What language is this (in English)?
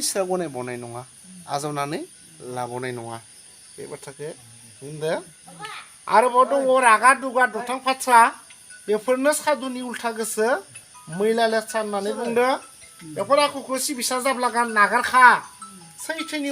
Bodo